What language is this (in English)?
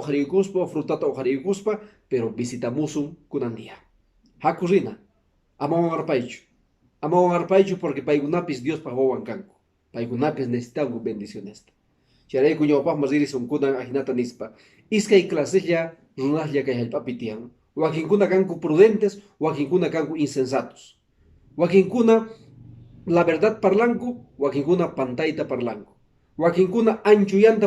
Quechua